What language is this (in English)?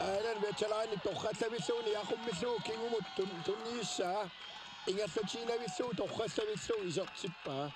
Kalaallisut